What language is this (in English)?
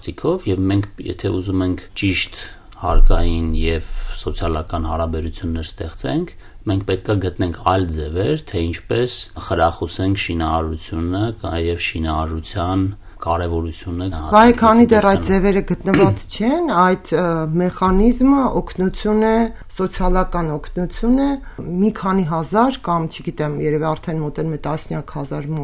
Armenian